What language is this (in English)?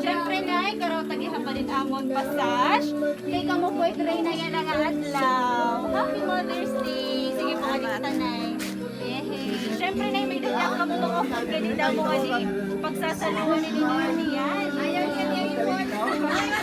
Waray